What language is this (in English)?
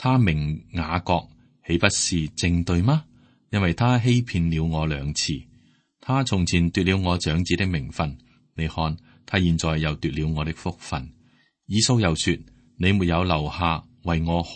Cantonese